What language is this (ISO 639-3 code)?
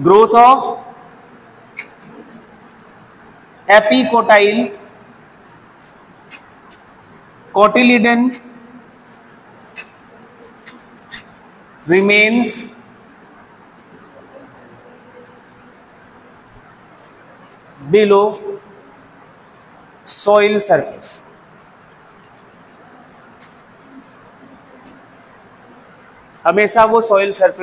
hin